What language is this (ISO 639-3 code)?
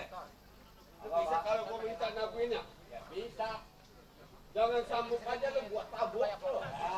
bew